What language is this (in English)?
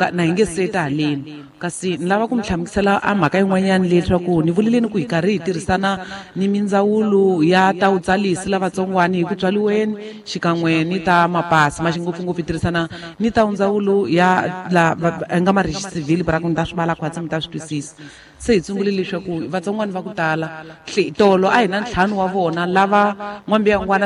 Tsonga